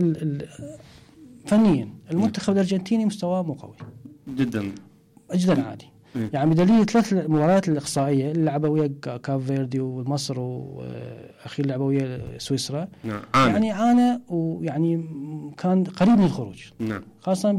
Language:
Mesopotamian Arabic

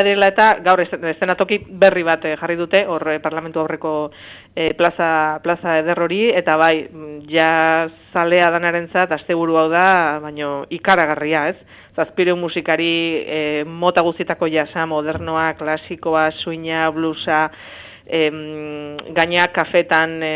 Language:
Basque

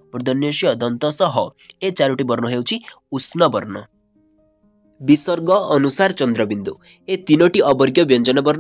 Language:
Odia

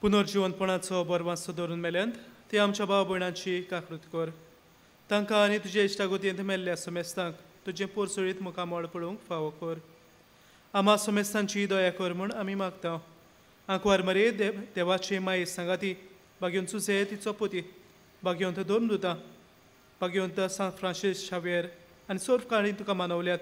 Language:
Konkani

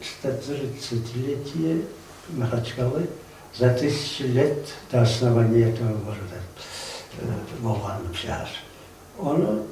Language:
Kumyk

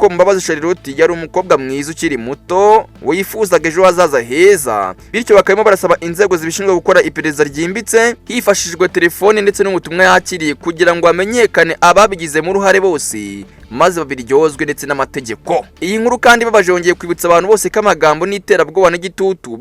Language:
Kinyarwanda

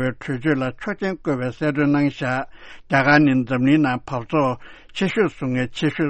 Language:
Tibetan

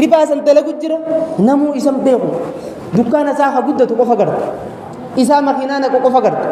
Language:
Oromo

